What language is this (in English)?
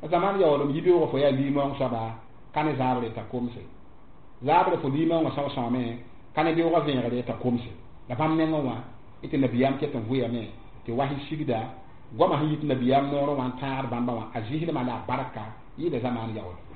Mossi